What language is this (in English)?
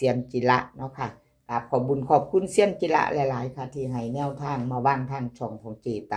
Northeastern Thai